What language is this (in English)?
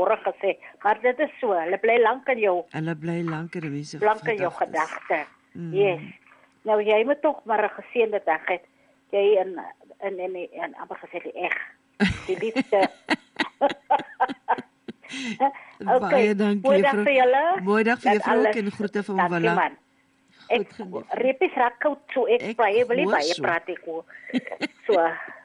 Afrikaans